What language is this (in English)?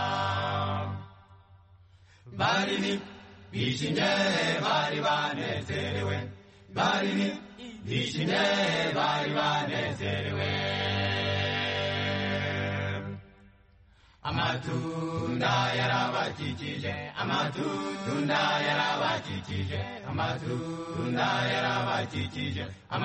Kinyarwanda